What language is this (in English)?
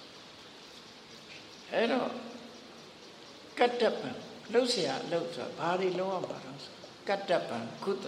Burmese